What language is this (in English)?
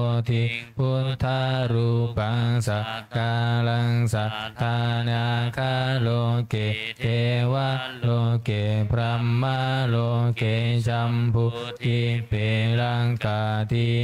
Pali